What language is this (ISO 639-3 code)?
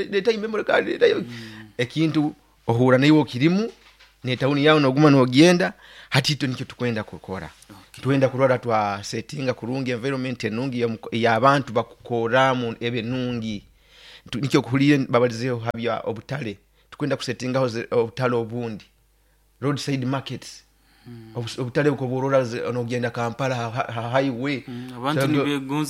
nyo